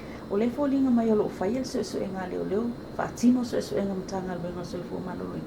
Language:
Samoan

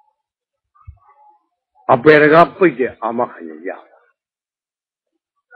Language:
Burmese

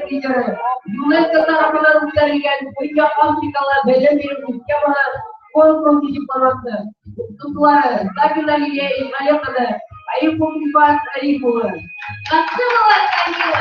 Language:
Bashkir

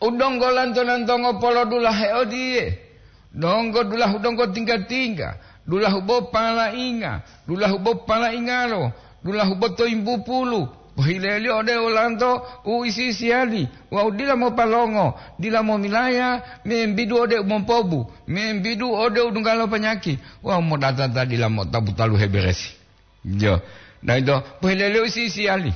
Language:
Gorontalo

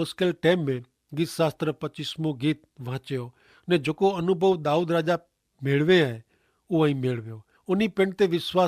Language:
Kachhi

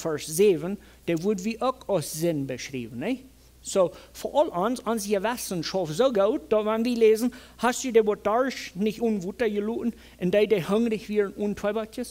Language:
Plautdietsch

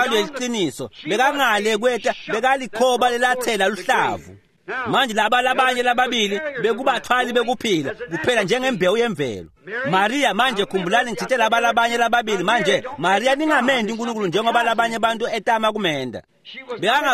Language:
Swati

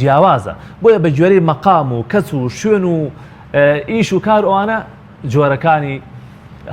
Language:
Central Kurdish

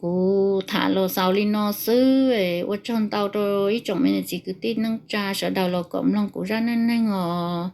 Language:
Hmong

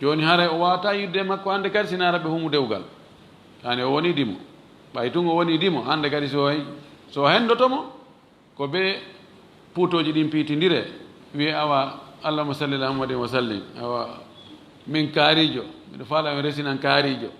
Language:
Fula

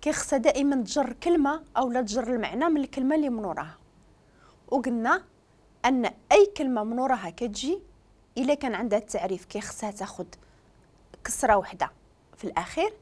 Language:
Moroccan Arabic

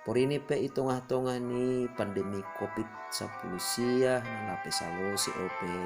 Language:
Batak Simalungun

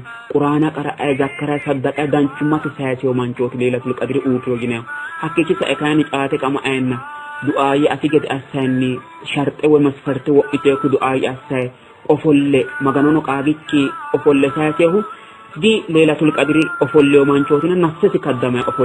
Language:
Sidamo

